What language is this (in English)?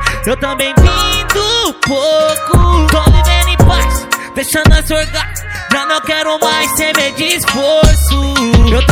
Portuguese